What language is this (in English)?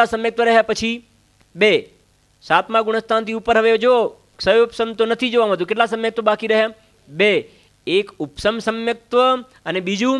Gujarati